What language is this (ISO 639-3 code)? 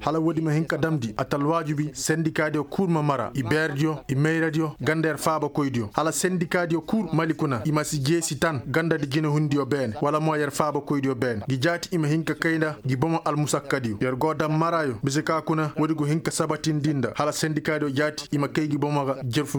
ses